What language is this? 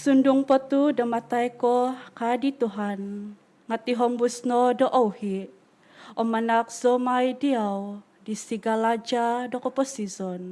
Central Dusun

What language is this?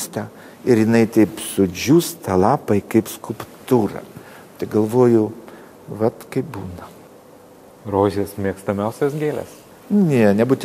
Lithuanian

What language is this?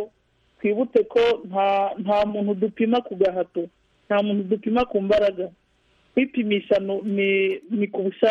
Kinyarwanda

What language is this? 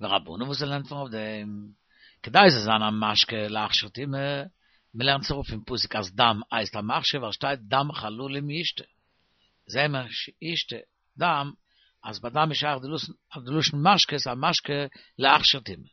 Yiddish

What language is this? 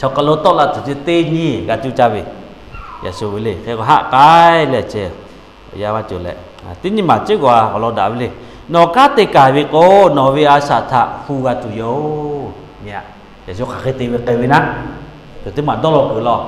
Lahu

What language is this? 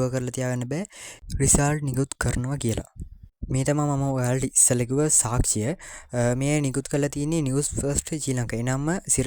Sinhala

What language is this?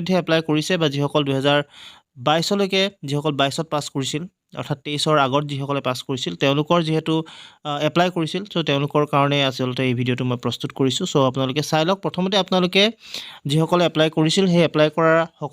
Assamese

